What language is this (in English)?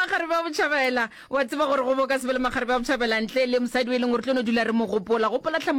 Northern Sotho